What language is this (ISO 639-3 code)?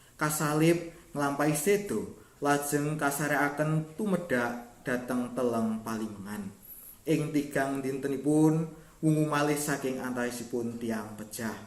jav